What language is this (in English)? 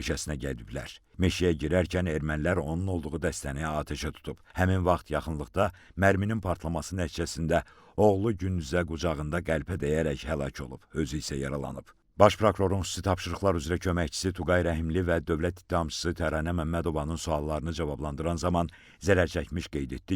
Azerbaijani